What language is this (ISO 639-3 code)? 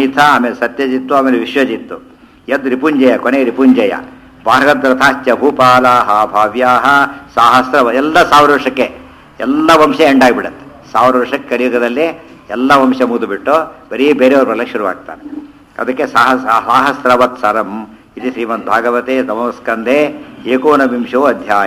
kan